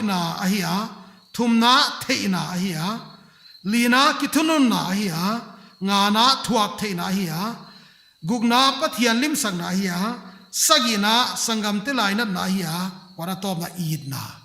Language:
Paite Chin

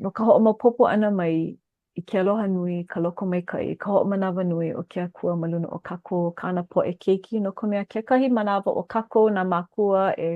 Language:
Hawaiian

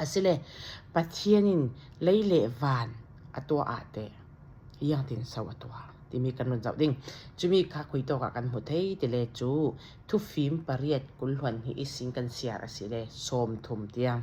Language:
Falam Chin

